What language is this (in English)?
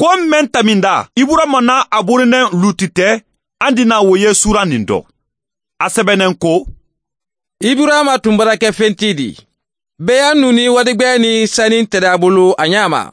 Mandingo